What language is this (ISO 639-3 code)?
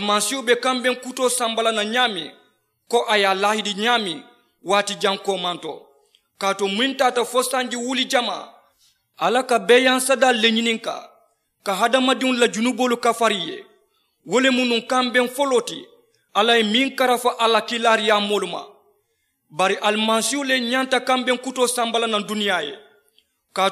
man